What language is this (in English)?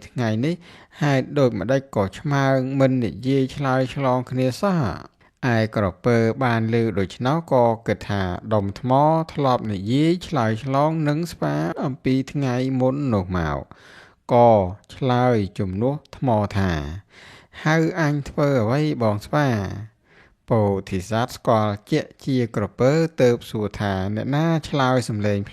Khmer